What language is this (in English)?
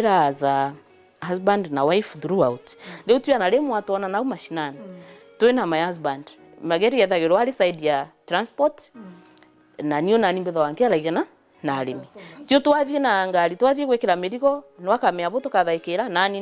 Meru